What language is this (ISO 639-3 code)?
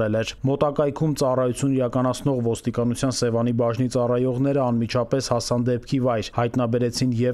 hye